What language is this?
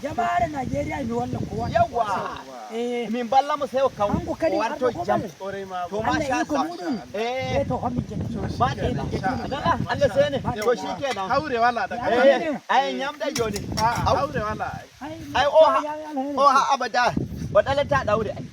Nigerian Fulfulde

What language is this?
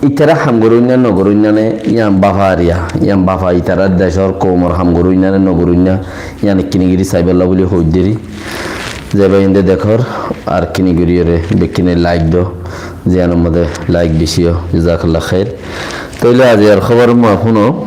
Rohingya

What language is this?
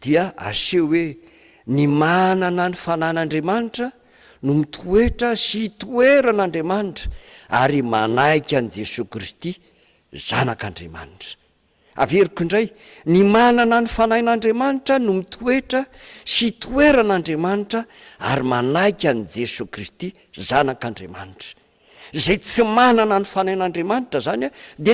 Malagasy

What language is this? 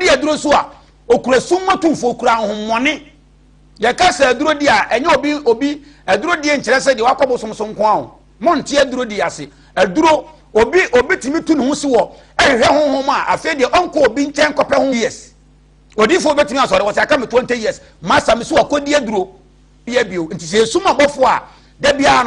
Akan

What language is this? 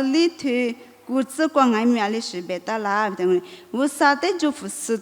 Lisu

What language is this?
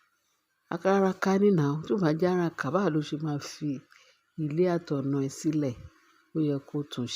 Yoruba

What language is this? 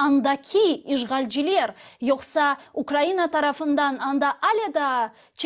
Crimean Tatar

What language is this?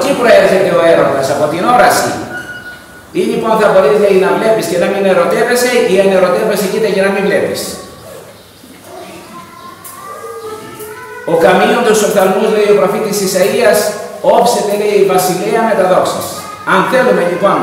Greek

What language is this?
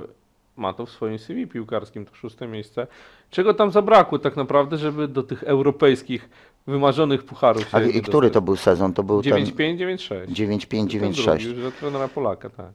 Polish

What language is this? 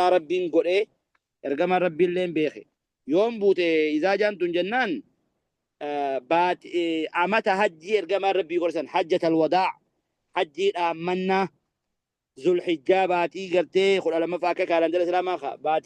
Oromo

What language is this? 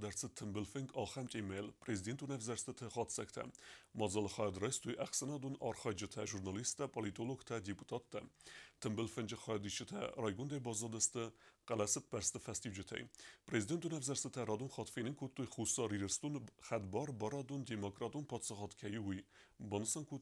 Ossetic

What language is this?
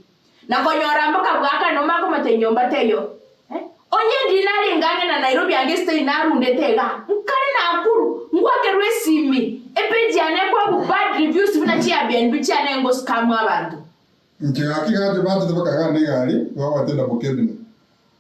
Gusii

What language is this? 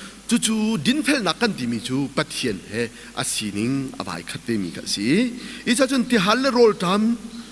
Hakha Chin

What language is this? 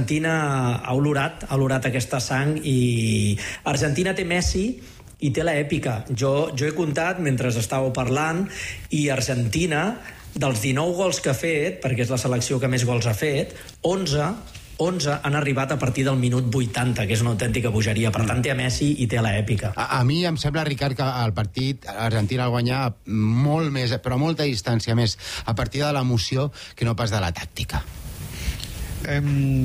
Catalan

